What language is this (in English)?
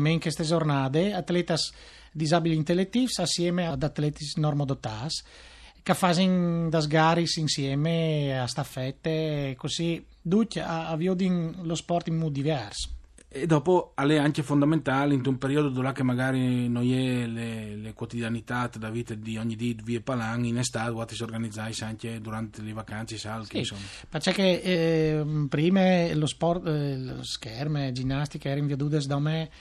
Friulian